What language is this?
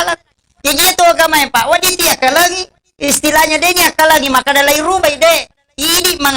Buginese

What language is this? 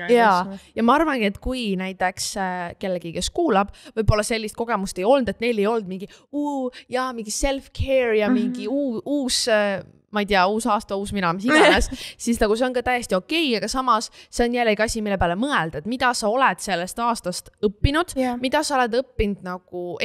Estonian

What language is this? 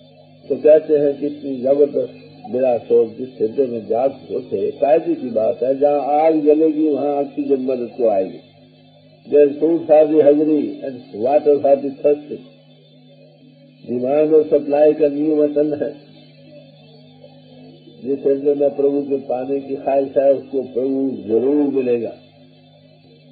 Hindi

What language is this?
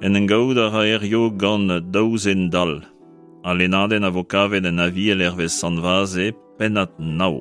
Breton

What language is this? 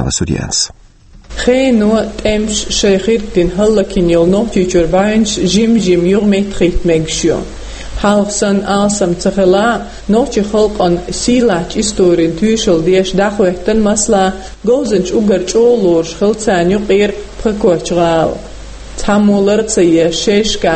Chechen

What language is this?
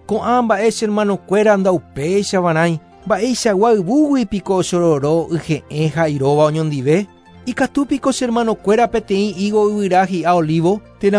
Guarani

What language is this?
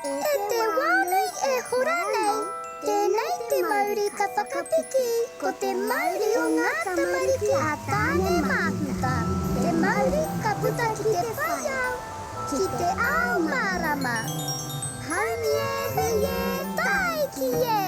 Māori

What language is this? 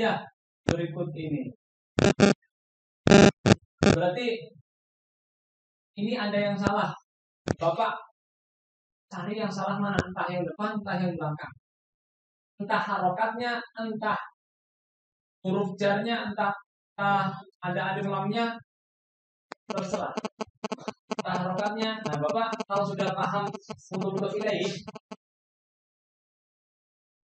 Indonesian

